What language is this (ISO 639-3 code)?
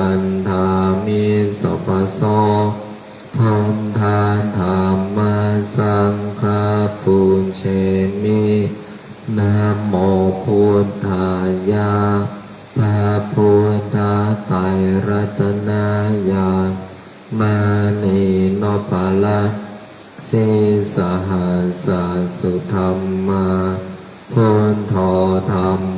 pli